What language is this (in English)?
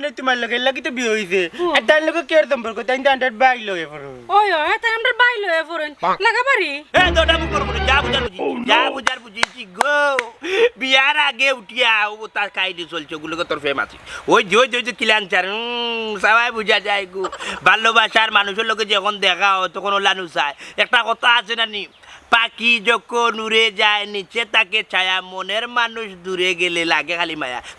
Sylheti